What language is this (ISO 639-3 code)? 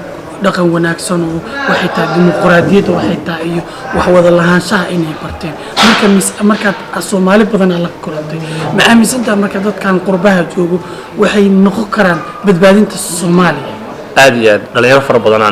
som